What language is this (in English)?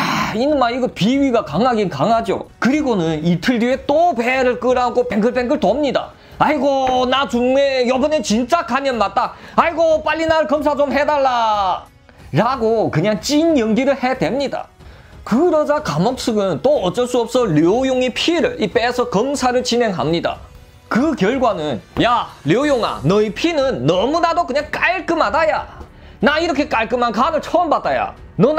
Korean